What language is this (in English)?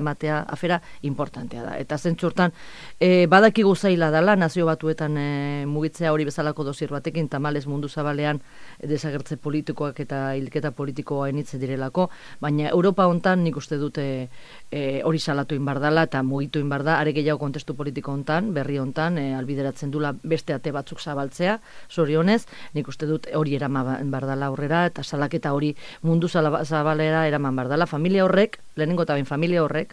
Basque